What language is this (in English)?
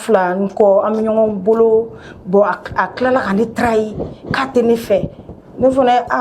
Bambara